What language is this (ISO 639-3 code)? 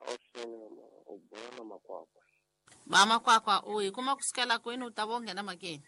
tso